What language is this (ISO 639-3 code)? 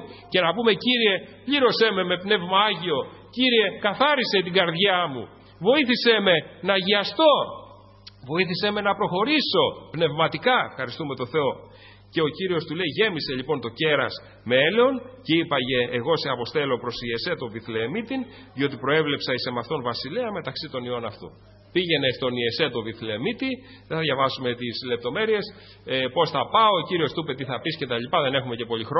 ell